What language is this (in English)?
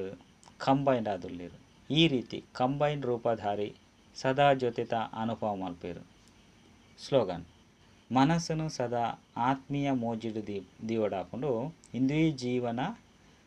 Tulu